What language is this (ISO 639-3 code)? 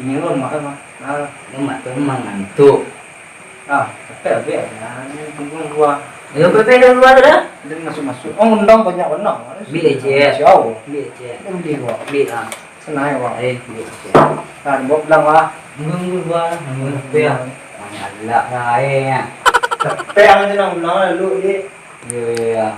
min